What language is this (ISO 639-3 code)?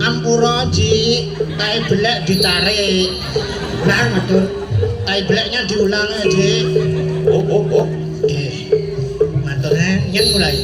ban